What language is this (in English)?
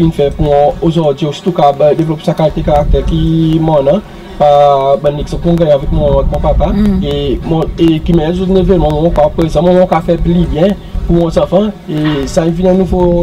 Seselwa Creole French